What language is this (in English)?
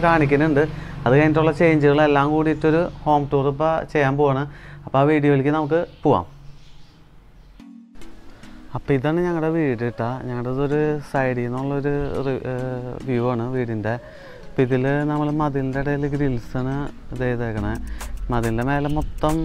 Malayalam